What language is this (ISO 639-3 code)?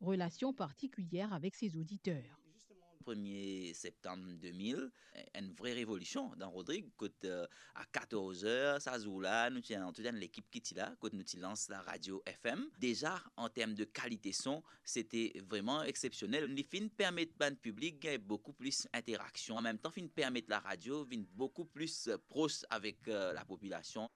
mfe